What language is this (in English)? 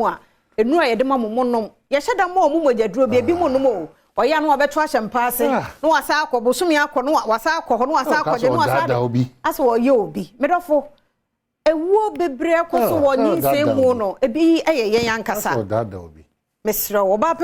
Akan